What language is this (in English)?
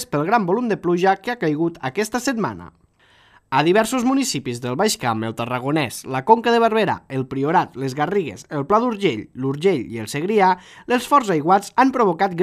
Catalan